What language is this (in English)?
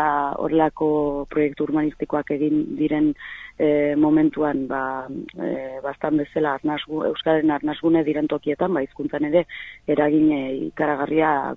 Basque